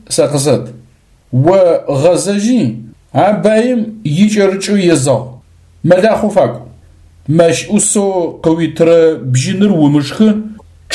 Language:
Adyghe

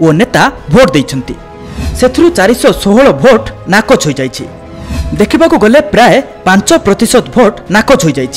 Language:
Odia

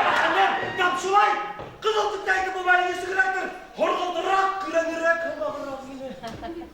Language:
Bashkir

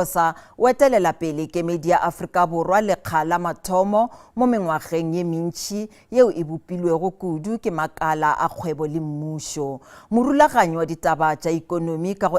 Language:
Northern Sotho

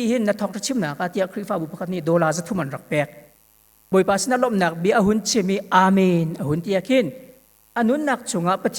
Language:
Hakha Chin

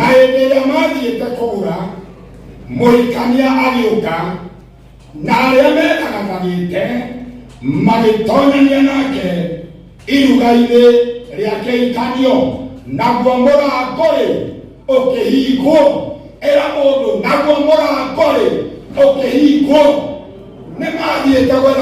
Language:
Kikuyu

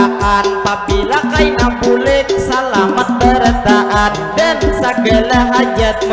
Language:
Banjar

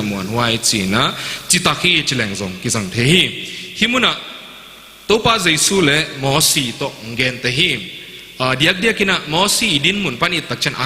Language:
Tedim Chin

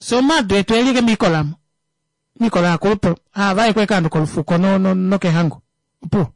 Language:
Kuanyama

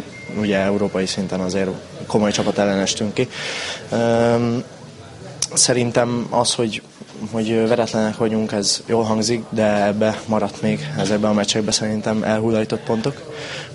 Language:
Hungarian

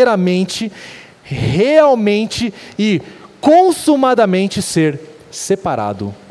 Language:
Portuguese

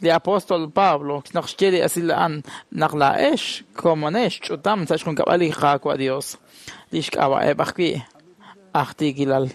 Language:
Kekchí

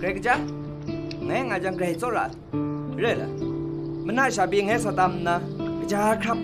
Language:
Kachin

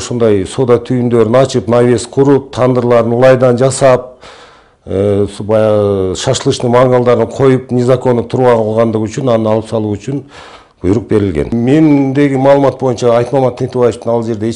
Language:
Kyrgyz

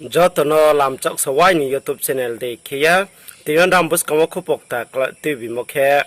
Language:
Riang (India)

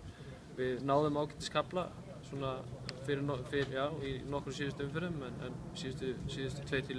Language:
Icelandic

